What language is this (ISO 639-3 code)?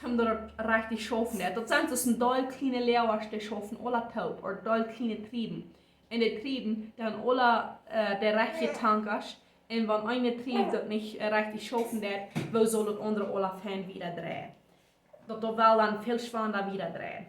pdt